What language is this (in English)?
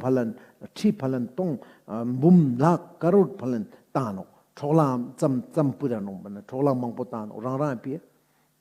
Ladakhi